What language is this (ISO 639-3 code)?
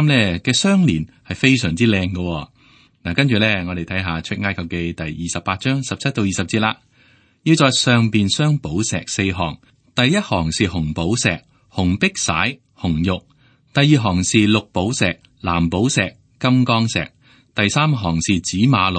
yue